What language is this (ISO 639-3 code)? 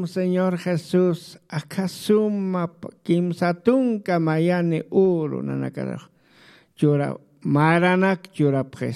aym